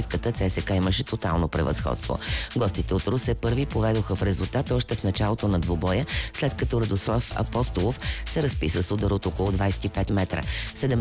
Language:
Bulgarian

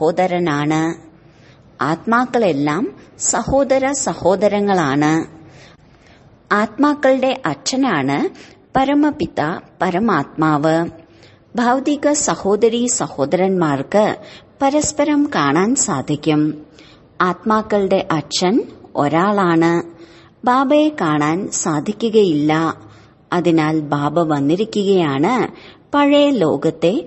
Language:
Malayalam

